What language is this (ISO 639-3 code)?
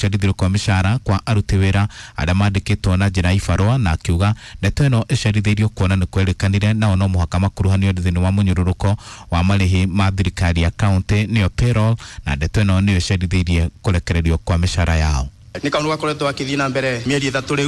kik